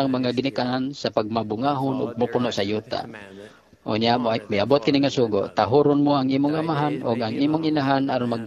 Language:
Cebuano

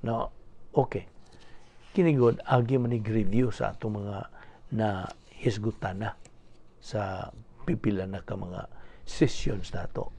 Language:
Cebuano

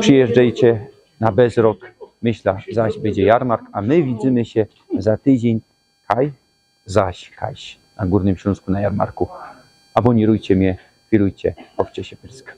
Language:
Silesian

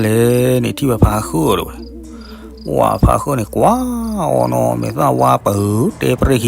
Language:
S'gaw Karen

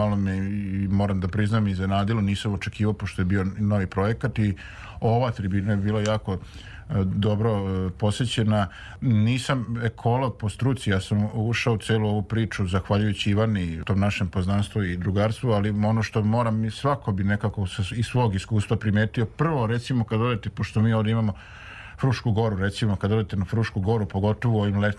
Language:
Serbian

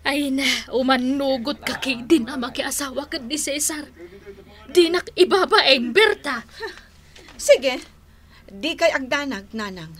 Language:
Iloko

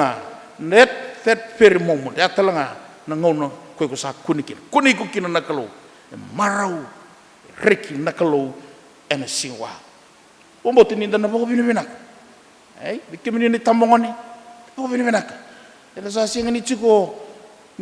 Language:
Fijian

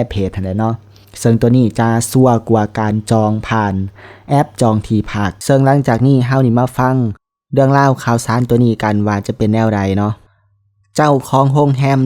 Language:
Lao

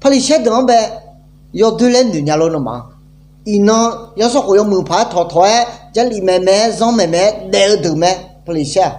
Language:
Akha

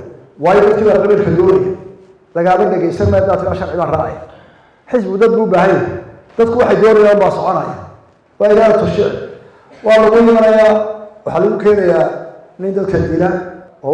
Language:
Somali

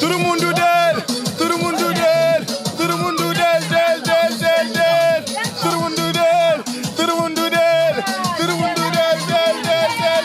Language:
Kabuverdianu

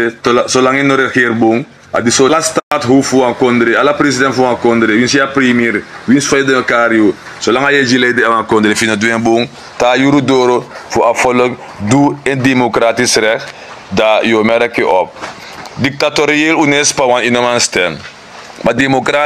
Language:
Sranan Tongo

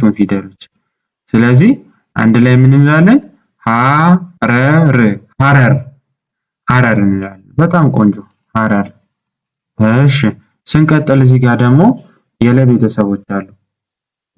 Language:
Amharic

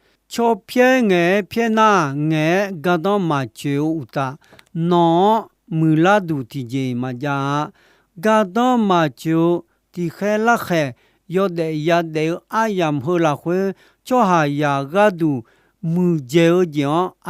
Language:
Akha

